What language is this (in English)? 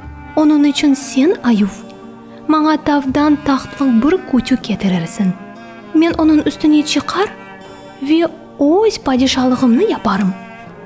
Crimean Tatar